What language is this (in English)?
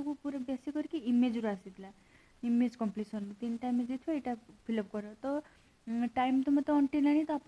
Odia